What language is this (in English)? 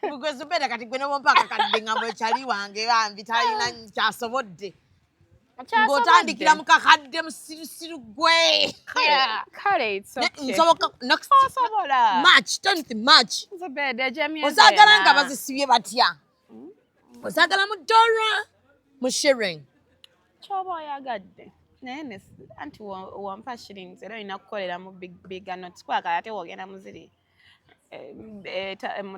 Ganda